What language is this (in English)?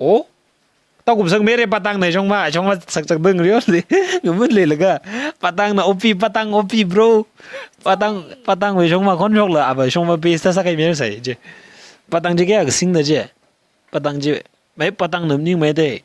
Tangkhul Naga (India)